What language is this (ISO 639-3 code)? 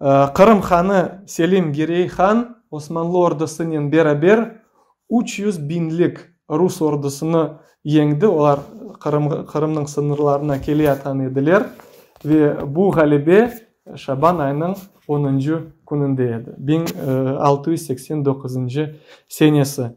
crh